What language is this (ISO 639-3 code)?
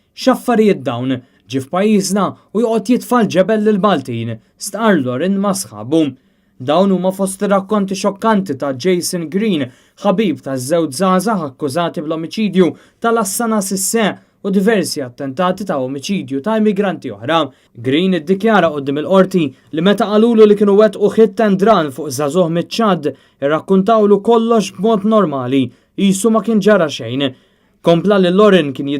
mlt